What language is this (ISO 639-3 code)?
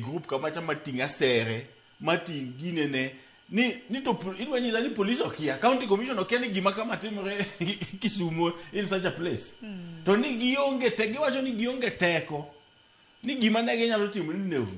luo